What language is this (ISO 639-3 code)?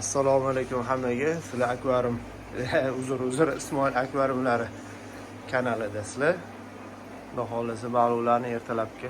uzb